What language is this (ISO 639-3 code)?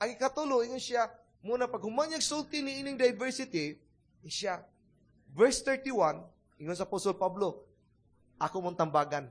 ceb